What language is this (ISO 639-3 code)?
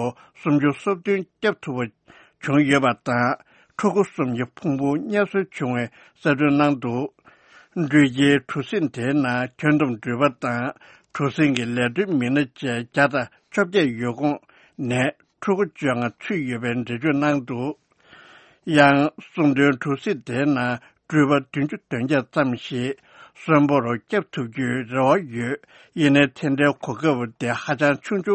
bod